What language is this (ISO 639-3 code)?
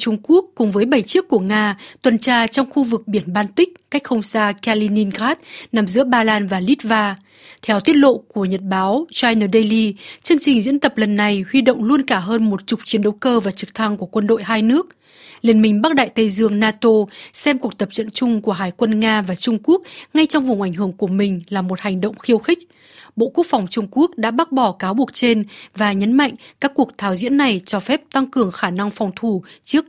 vie